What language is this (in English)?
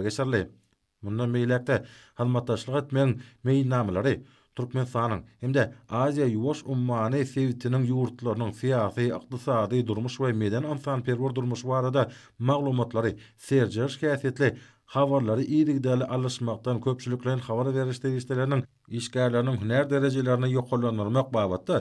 Turkmen